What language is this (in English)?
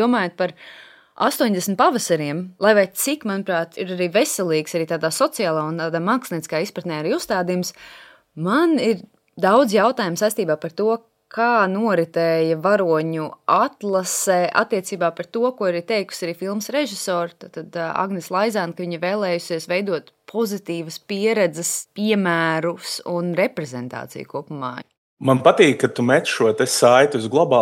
Latvian